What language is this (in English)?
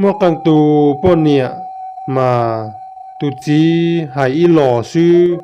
Hmong